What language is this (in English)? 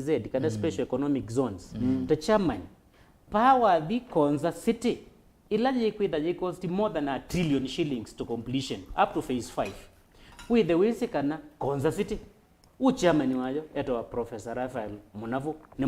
Kamba